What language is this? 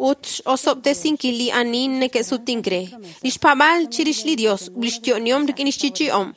Kekchí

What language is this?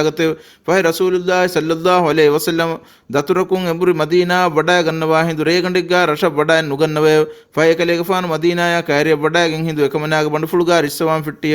Divehi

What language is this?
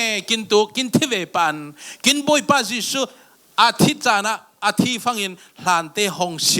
Falam Chin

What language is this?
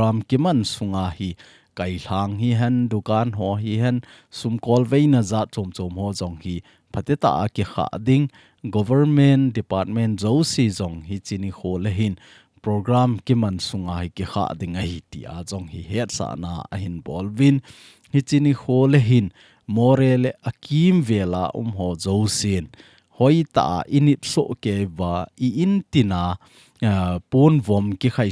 Thado Chin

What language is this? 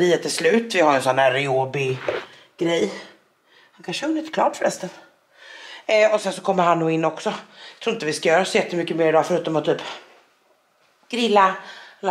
Swedish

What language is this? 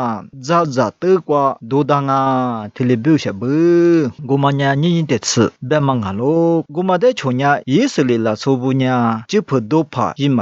Lisu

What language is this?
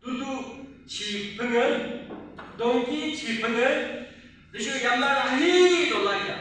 Yimchungru Naga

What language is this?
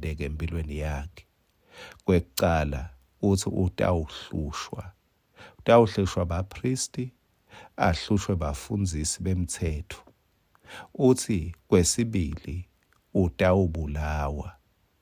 Swati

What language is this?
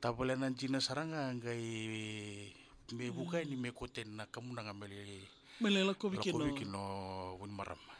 Fijian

